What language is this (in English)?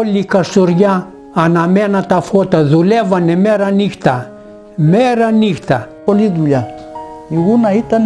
Greek